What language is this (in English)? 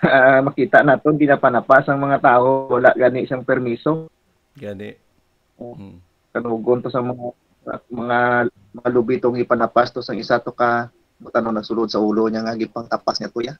Hiligaynon